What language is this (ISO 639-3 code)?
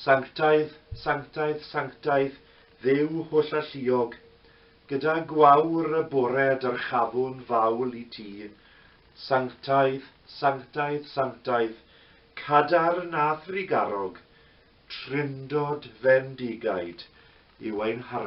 cym